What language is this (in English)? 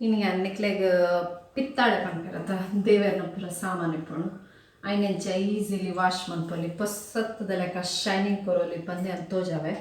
Tulu